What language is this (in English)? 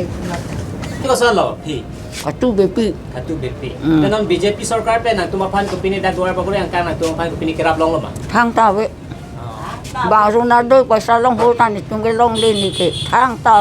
Karbi